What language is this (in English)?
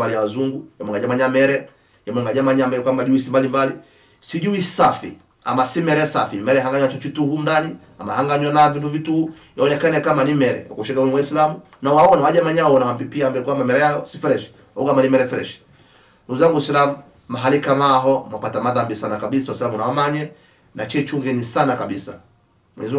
Swahili